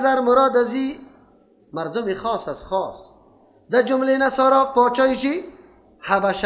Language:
Persian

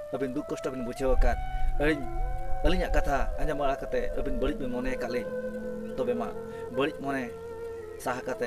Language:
Santali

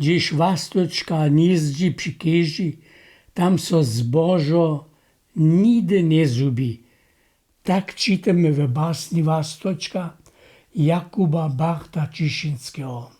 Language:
Upper Sorbian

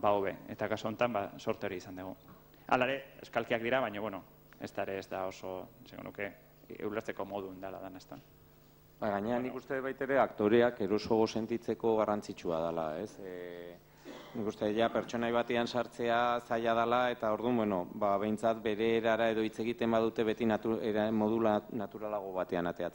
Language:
Basque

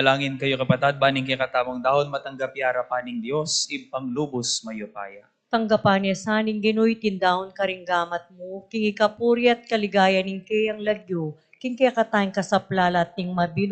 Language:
Pampanga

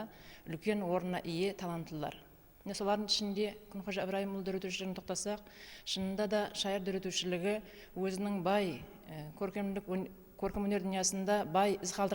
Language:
Kara-Kalpak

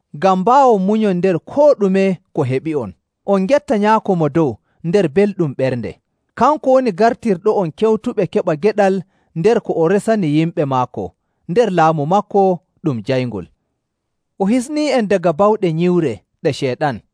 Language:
Nigerian Fulfulde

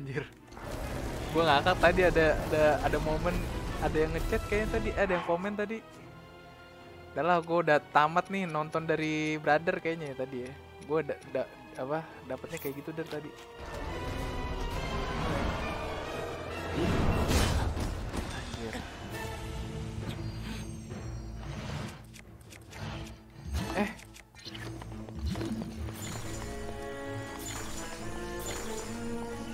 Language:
Indonesian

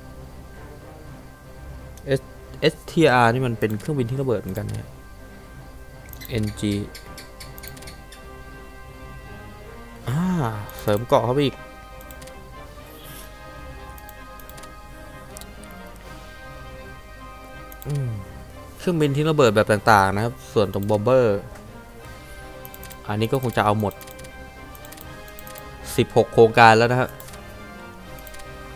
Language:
Thai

